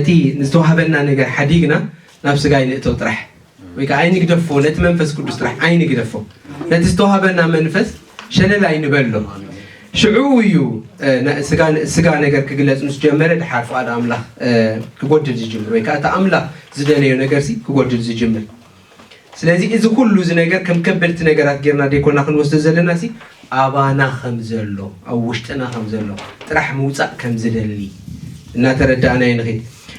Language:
Tigrinya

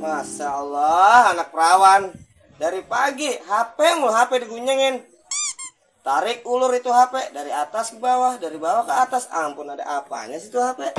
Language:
Betawi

